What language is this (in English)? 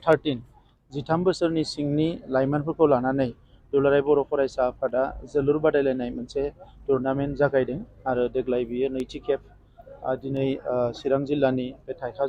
Bodo